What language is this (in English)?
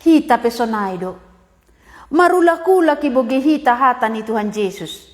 Batak Simalungun